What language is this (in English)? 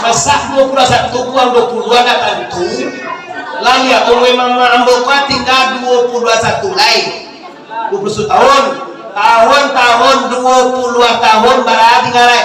Minangkabau